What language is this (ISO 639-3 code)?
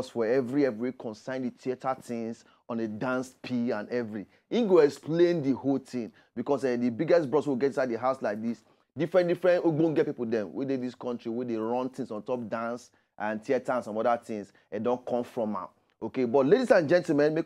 pcm